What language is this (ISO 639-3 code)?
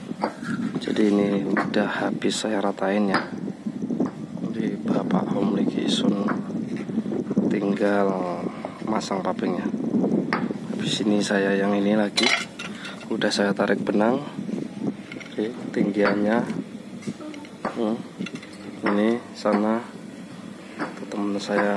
ind